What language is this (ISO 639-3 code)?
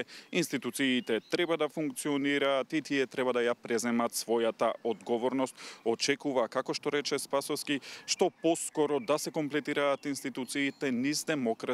mkd